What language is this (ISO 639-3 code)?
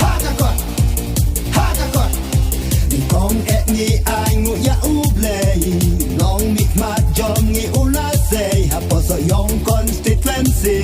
kha